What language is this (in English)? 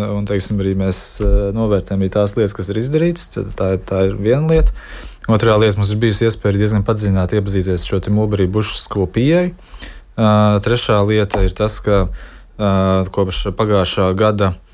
Latvian